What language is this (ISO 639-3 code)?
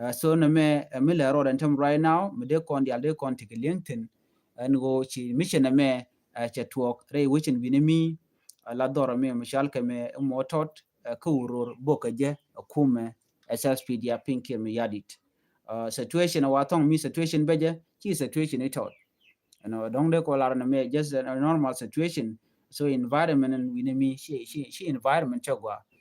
nus